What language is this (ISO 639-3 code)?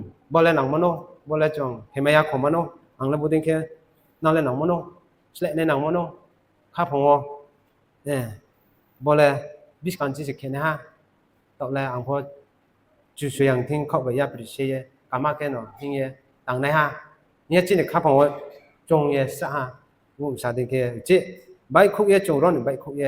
ria